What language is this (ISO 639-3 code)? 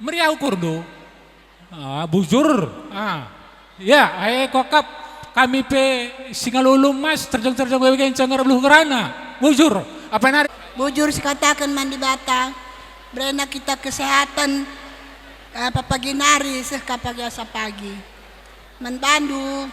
btx